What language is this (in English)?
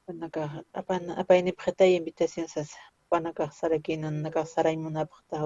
Aymara